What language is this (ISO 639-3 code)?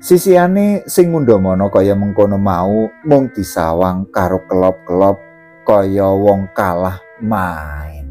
jav